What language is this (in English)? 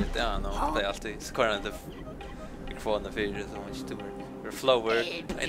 Faroese